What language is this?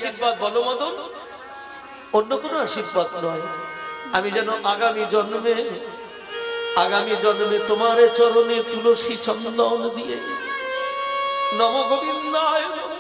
Bangla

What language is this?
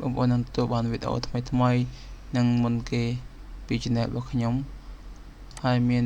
Khmer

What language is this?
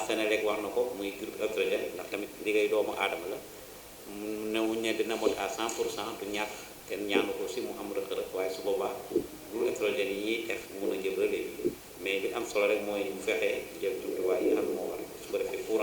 Wolof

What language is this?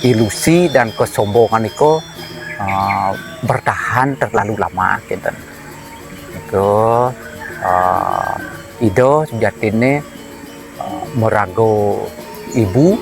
Balinese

